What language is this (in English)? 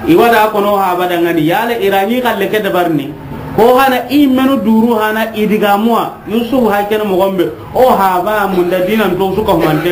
Soninke